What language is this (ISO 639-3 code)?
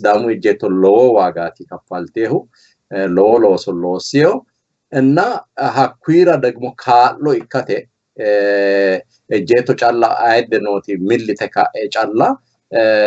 sid